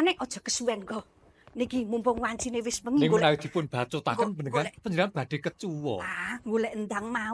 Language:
Javanese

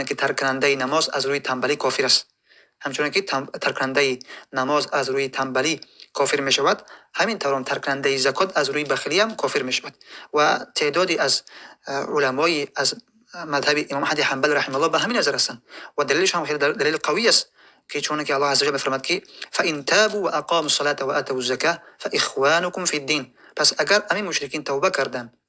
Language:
Tajik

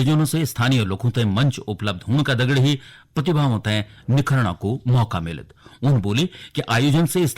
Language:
Garhwali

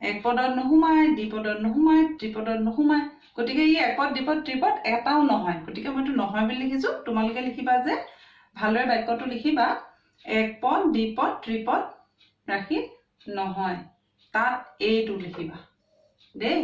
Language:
Assamese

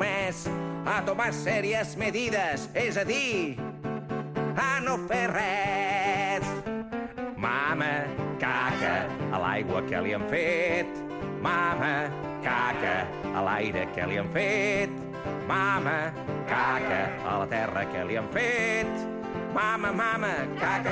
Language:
Catalan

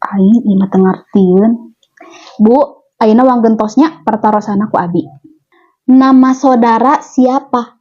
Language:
Sundanese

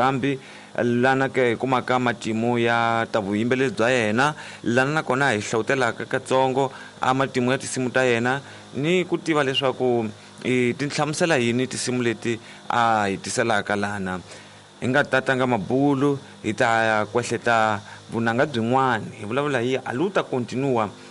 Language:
Tsonga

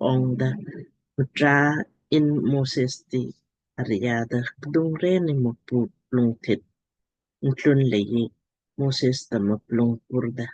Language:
Lamkang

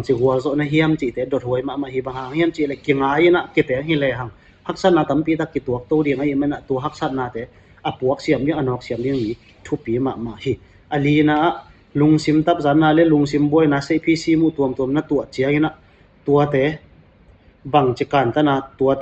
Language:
Tedim Chin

